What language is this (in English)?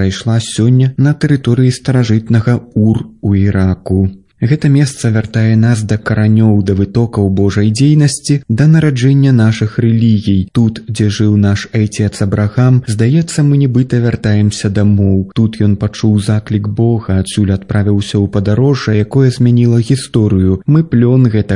Belarusian